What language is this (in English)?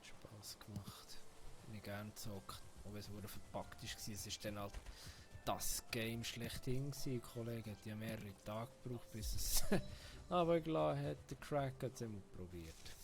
Swiss German